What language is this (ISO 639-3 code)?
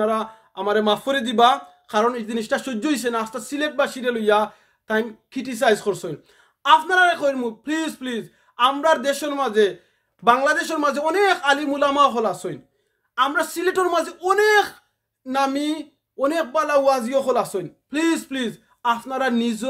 syl